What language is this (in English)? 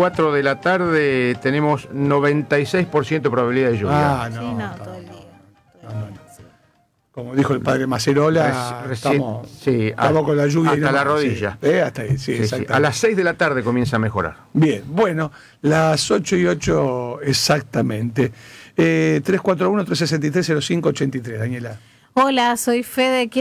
Spanish